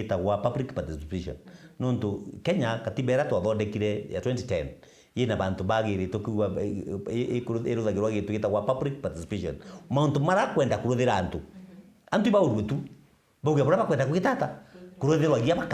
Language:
Meru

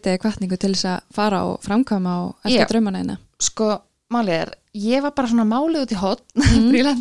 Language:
Icelandic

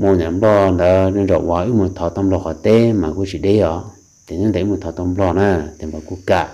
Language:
Hmong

